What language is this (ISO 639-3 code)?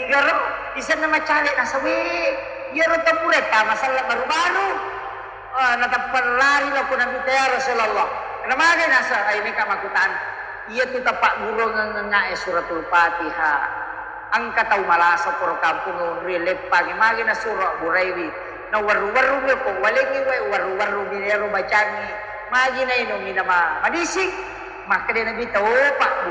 bug